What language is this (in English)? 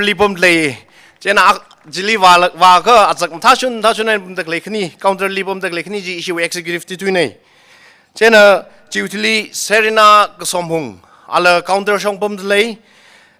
Tangkhul Naga (India)